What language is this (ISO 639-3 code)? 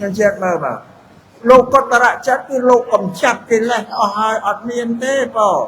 khm